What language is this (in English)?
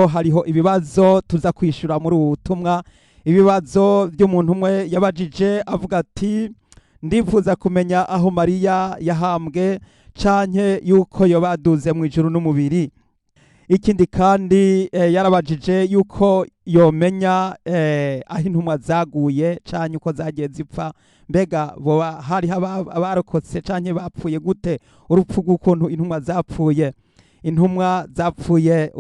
Rundi